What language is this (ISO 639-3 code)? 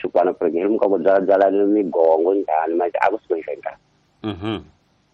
tso